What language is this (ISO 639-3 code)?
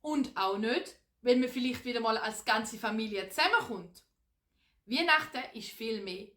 gsw